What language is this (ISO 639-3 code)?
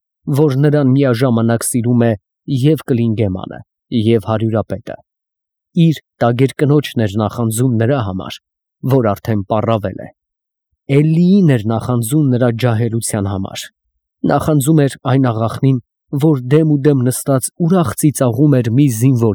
hye